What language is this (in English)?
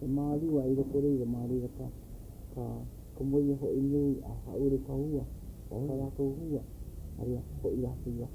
Hawaiian